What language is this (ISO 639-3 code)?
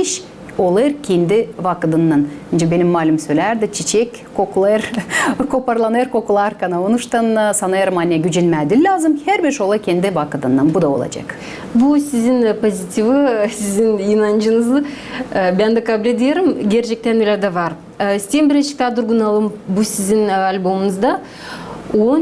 gag